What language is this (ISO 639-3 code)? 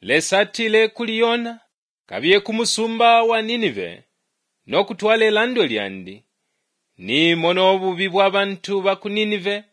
bem